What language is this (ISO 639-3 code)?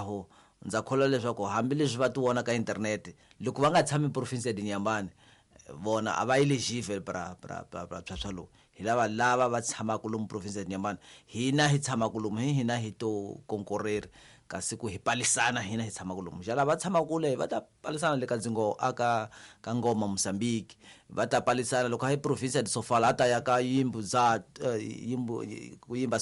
tso